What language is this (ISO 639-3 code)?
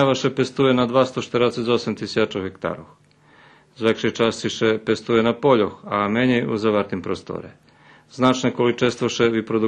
rue